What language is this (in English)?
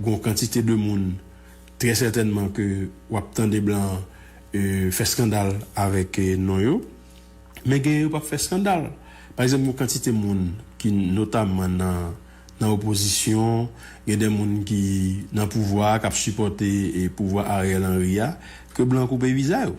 Haitian Creole